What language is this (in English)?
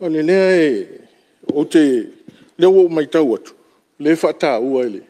Samoan